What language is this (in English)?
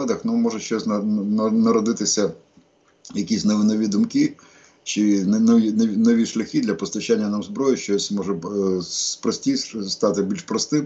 Ukrainian